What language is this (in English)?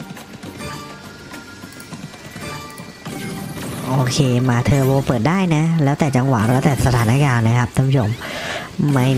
Thai